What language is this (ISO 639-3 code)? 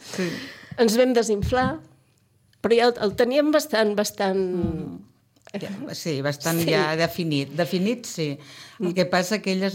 cat